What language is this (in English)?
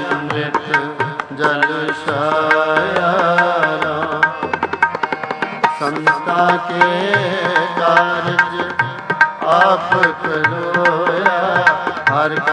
Punjabi